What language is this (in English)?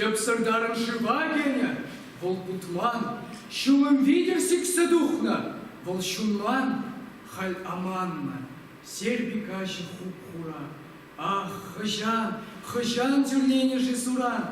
Chuvash